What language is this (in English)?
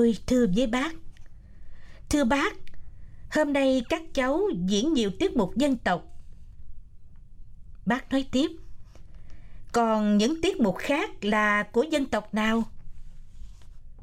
Vietnamese